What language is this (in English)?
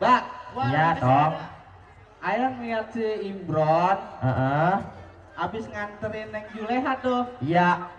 Betawi